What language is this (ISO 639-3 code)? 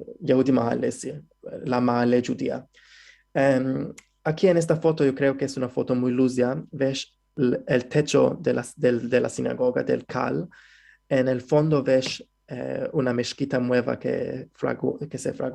lad